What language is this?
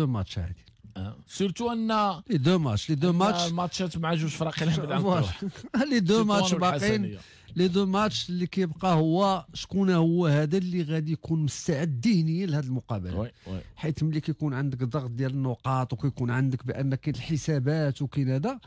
Moroccan Arabic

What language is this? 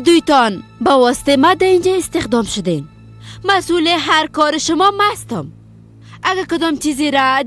Persian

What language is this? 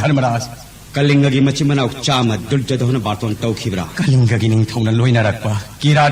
Manipuri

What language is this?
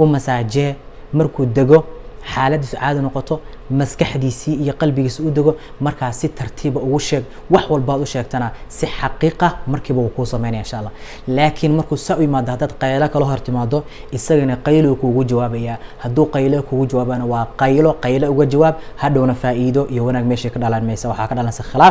Somali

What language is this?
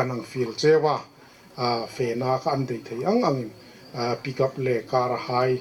Hmar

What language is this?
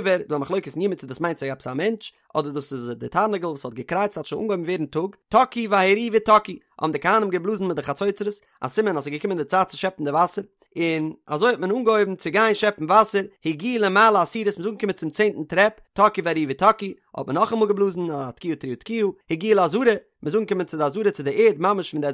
Yiddish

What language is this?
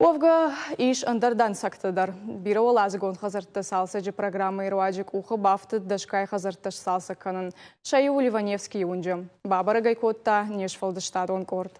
Ossetic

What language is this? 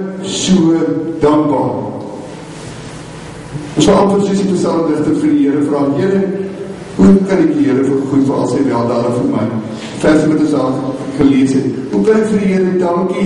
Afrikaans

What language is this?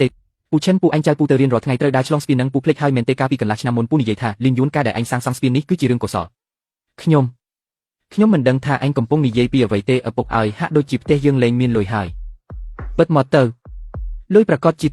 Khmer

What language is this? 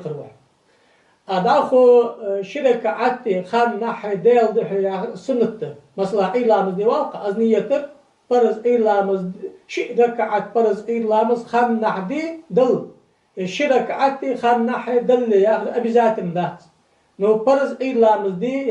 Ingush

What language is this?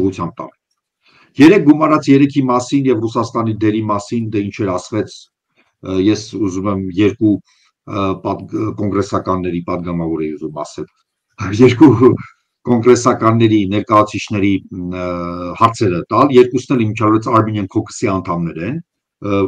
Armenian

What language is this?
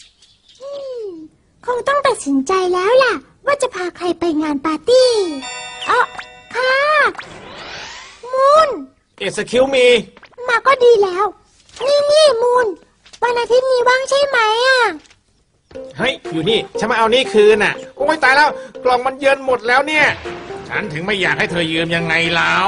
Thai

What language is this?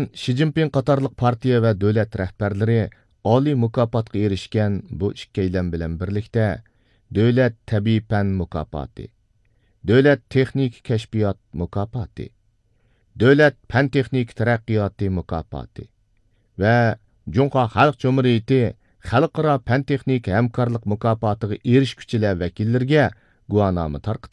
Uyghur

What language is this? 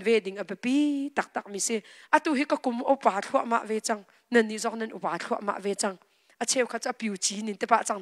Hakha Chin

